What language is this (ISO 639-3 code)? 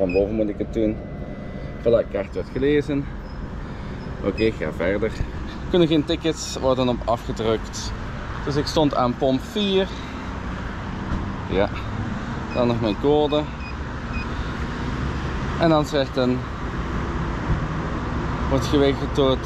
nld